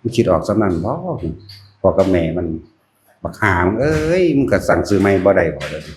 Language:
Northeastern Thai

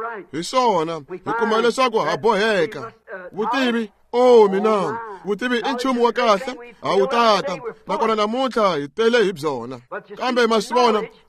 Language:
Tsonga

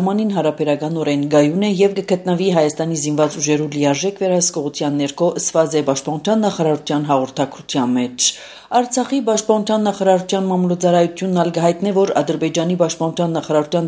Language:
Armenian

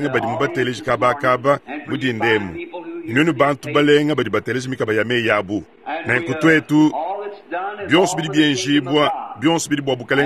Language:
Luba-Lulua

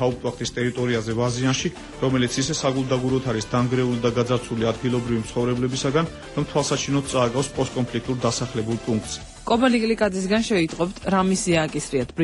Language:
Georgian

